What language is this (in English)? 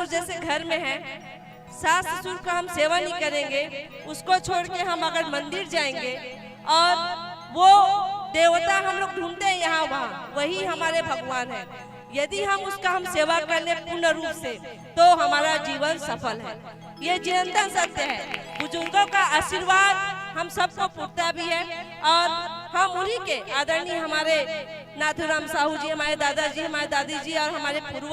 Chhattisgarhi